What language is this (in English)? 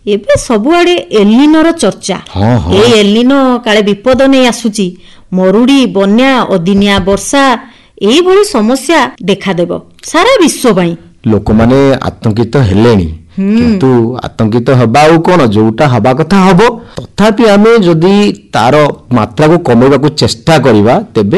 Odia